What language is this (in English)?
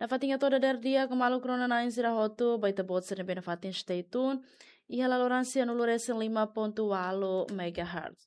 Tetum